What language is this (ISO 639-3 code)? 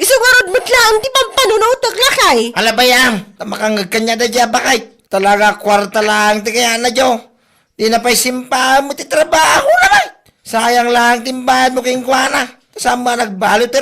ilo